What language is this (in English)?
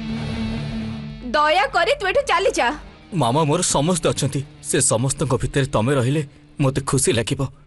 Odia